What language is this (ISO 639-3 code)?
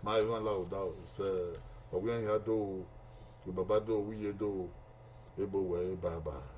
bin